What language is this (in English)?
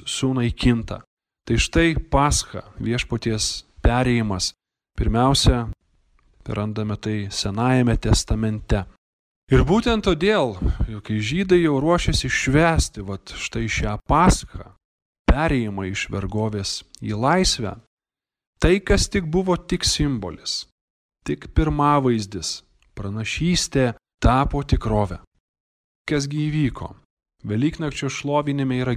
Lithuanian